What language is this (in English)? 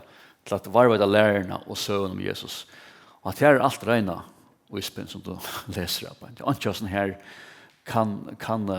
Faroese